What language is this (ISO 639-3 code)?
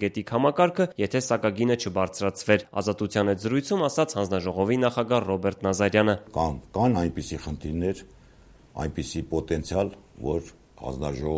hye